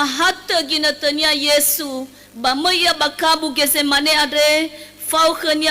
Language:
Nias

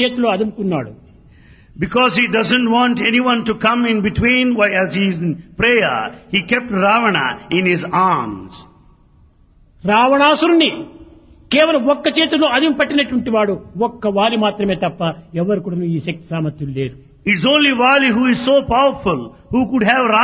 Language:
Telugu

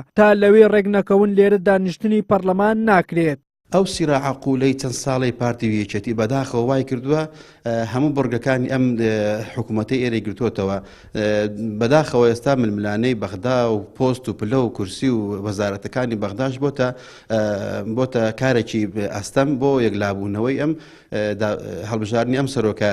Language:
Central Kurdish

